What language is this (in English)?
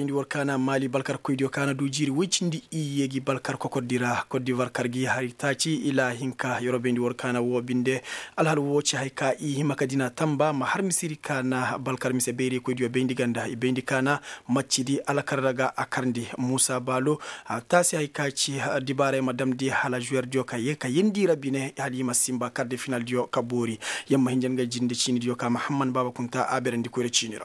Koyraboro Senni